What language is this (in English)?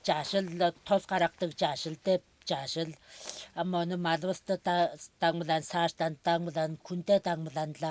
Tuvinian